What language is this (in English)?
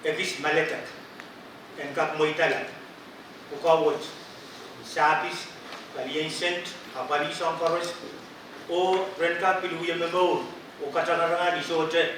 Pohnpeian